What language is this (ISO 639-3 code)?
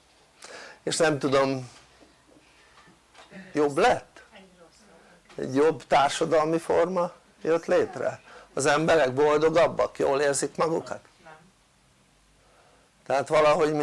hun